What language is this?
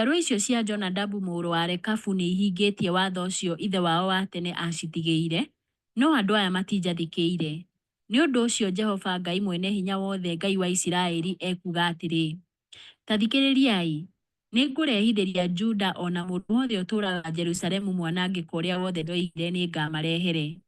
Kikuyu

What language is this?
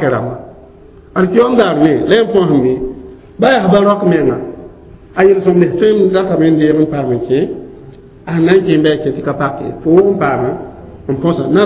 Mossi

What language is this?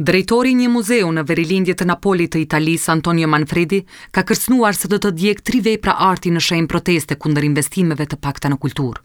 Albanian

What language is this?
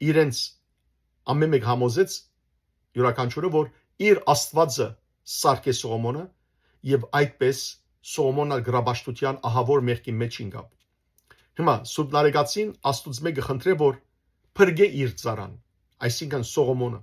Western Armenian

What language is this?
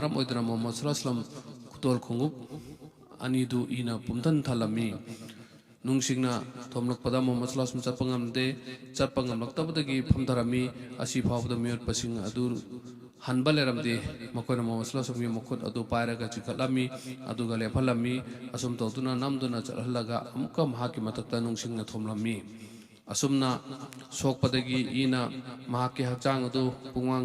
Manipuri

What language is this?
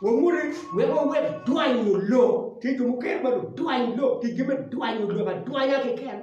Acoli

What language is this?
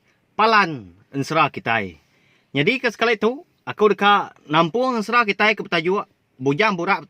Iban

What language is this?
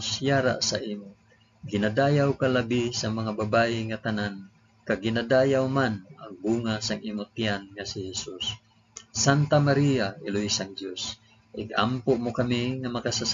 Hiligaynon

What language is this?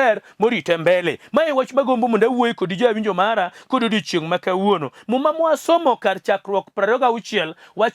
Luo (Kenya and Tanzania)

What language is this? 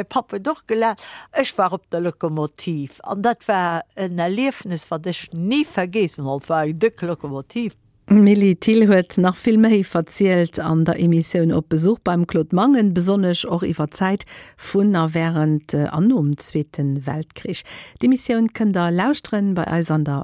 Luxembourgish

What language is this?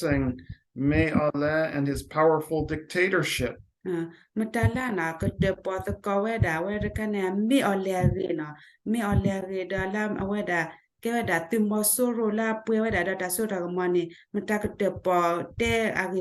S'gaw Karen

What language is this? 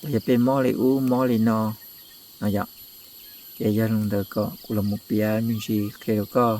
Hmong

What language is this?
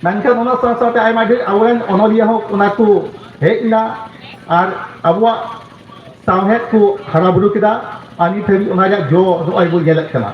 Santali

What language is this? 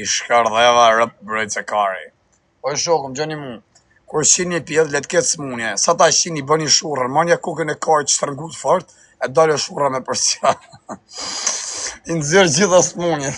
Albanian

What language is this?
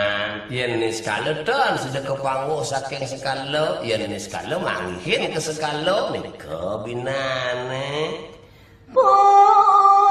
Balinese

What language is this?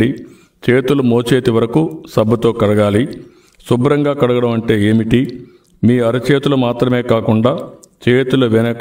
Telugu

